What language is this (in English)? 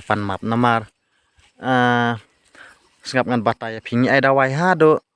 Khasi